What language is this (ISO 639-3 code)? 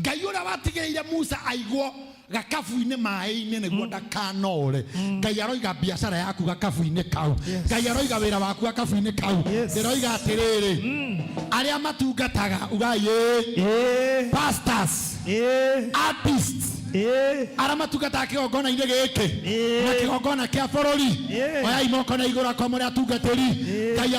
kik